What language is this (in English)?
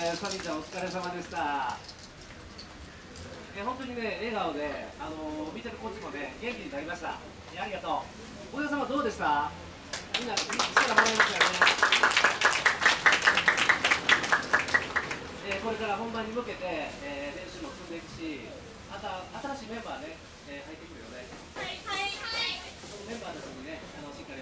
Japanese